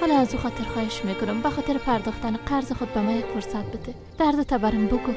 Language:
Persian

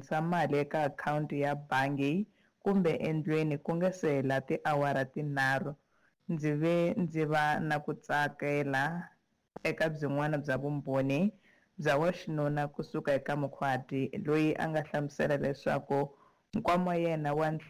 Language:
Tsonga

